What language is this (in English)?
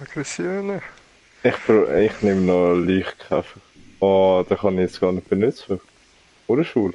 Swiss German